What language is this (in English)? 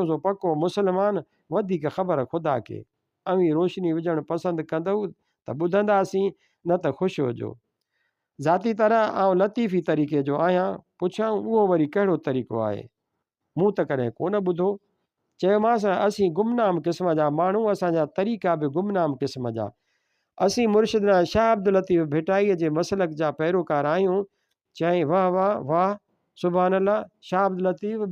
Sindhi